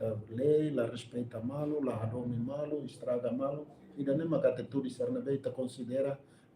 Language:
Tetum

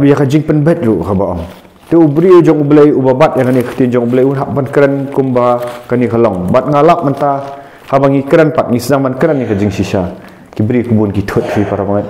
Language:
Khasi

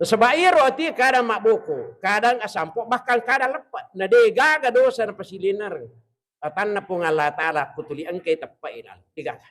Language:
Buginese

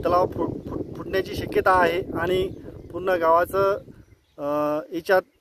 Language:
Marathi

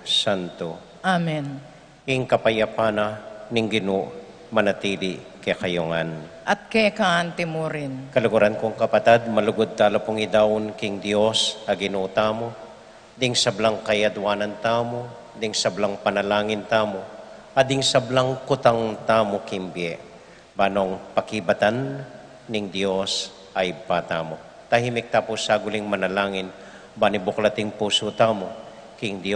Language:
Pampanga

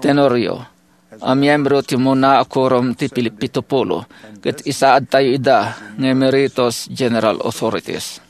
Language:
Iloko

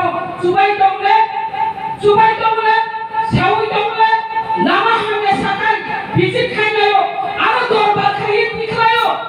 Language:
Kok Borok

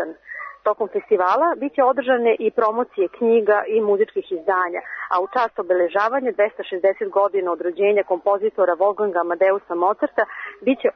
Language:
Serbian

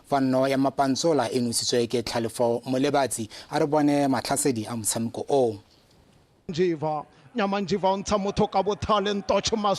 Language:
Tswana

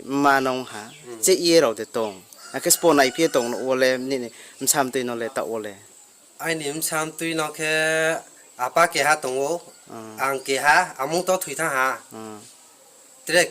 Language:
Riang (India)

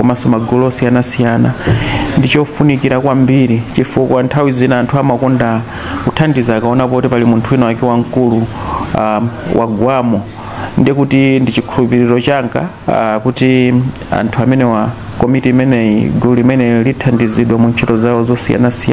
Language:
Nyanja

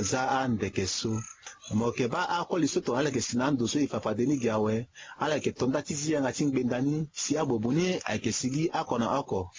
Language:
Sango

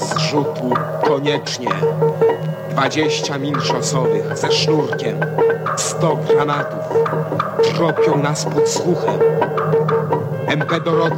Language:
Polish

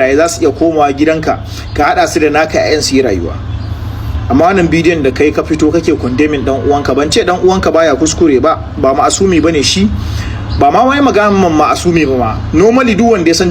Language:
Hausa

